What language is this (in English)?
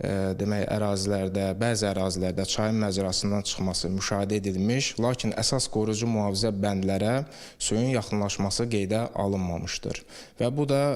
Azerbaijani